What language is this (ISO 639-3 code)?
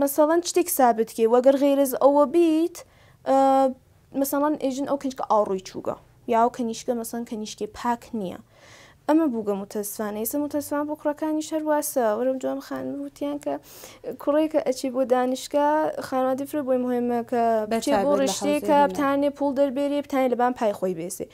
ckb